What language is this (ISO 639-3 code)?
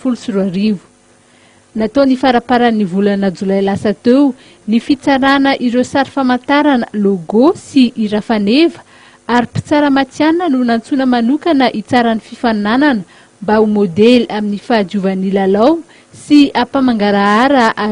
mlg